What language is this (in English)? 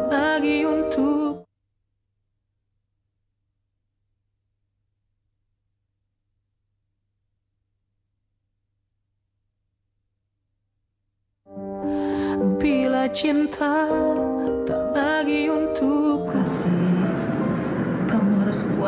Indonesian